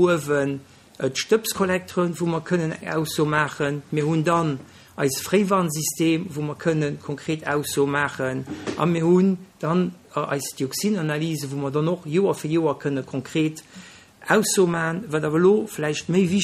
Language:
Luxembourgish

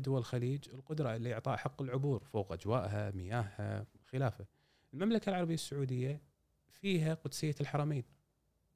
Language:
Gulf Arabic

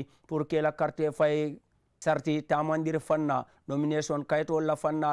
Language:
Mandingo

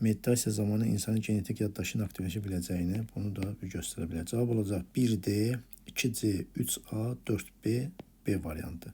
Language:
Azerbaijani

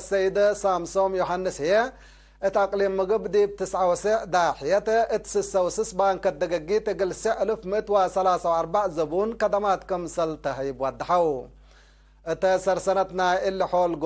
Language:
Tigre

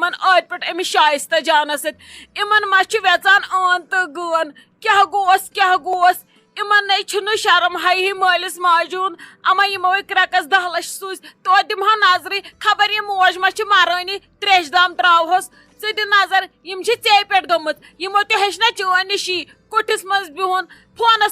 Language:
Kashmiri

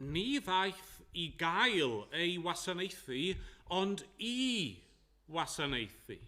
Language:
Welsh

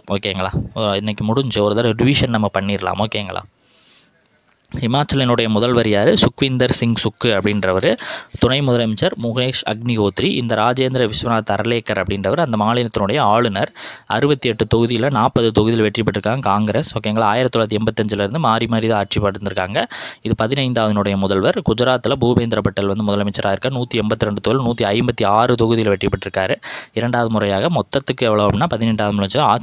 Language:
Tamil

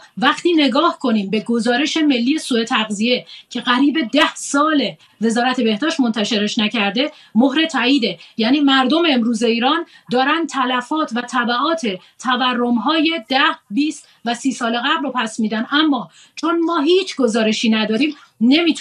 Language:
Persian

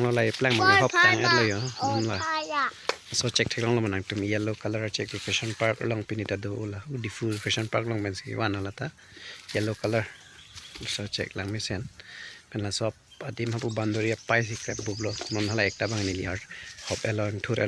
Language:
Karbi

